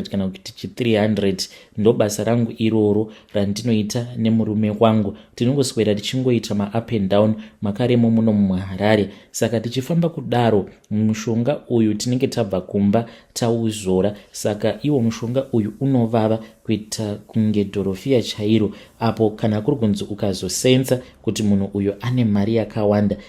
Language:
Shona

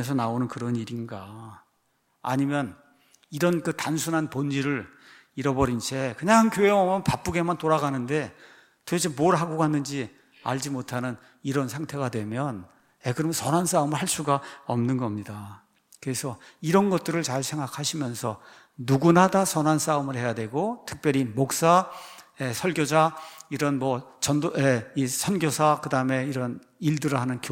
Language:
Korean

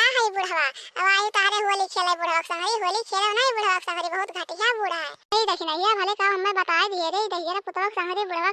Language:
Awadhi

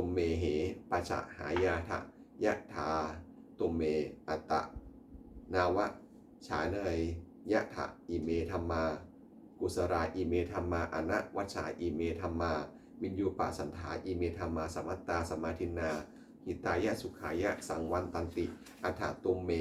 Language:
Pali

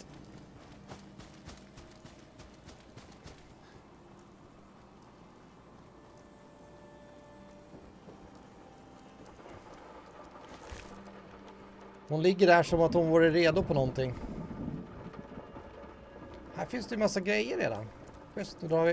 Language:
Swedish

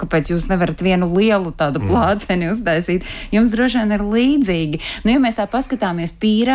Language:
Latvian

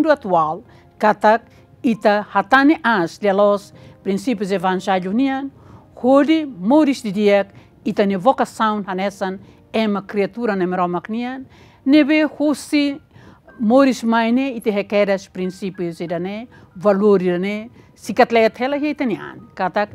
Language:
Tetum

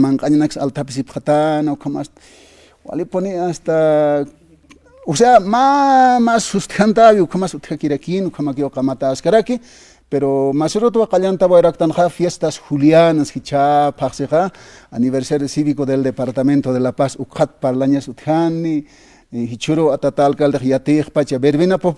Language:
Aymara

